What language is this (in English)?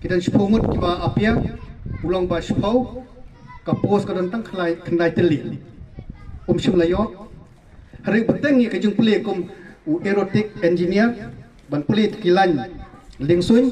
Khasi